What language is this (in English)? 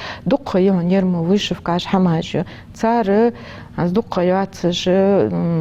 Ingush